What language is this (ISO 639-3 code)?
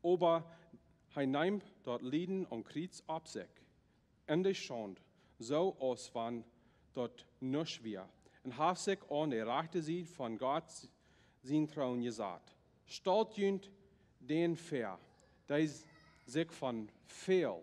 pdt